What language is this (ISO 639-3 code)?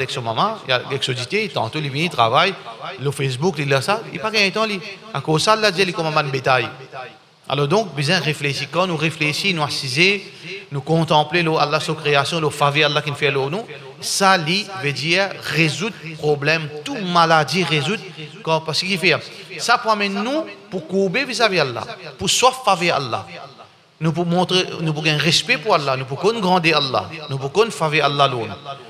mfe